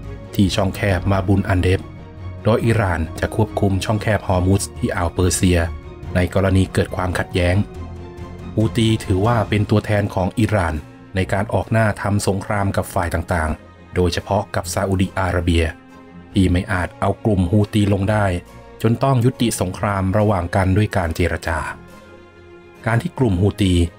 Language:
Thai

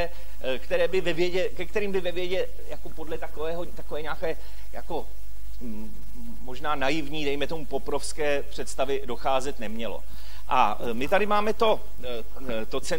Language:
Czech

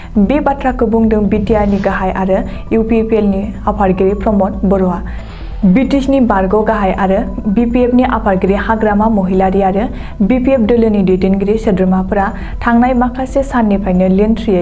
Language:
Bodo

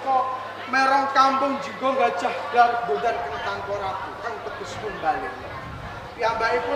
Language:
Javanese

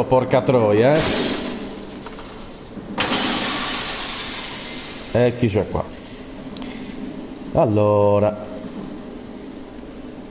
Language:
Italian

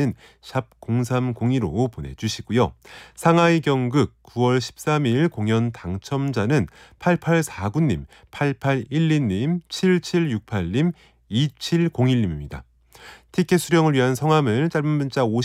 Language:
Korean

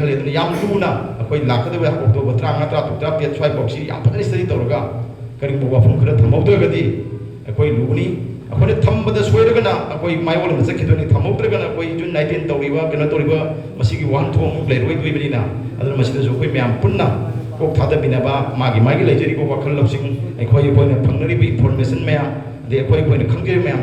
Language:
Manipuri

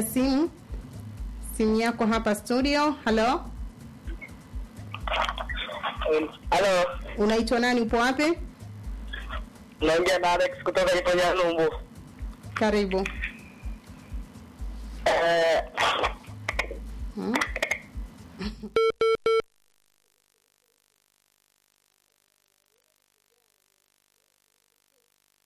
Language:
Swahili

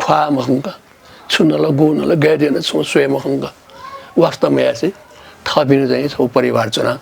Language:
Newari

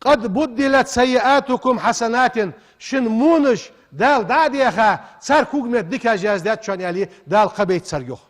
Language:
Ingush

